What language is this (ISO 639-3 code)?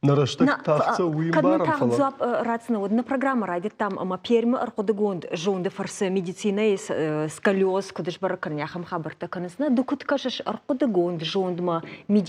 oss